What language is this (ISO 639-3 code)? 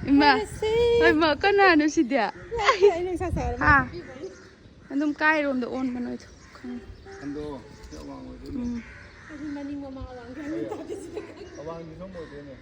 mni